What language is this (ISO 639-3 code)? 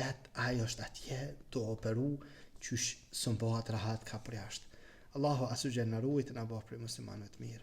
sqi